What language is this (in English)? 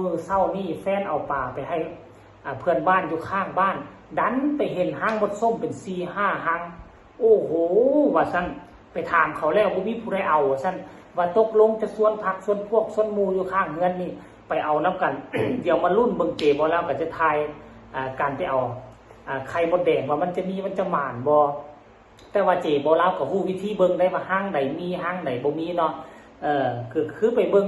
Northeastern Thai